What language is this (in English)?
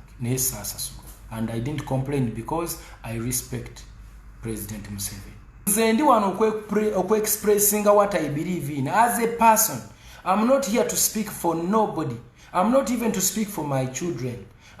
Ganda